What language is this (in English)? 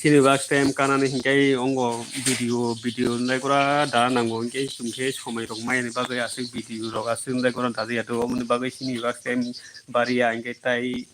Kok Borok